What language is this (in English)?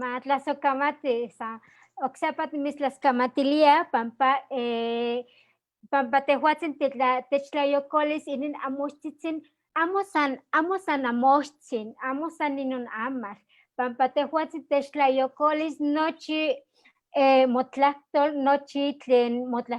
Eastern Huasteca Nahuatl